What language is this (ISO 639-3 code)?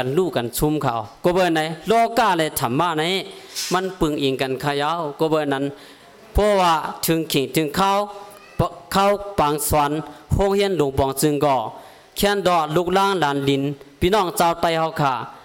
shn